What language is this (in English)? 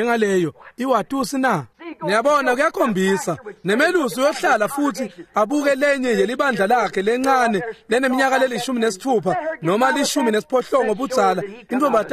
Swati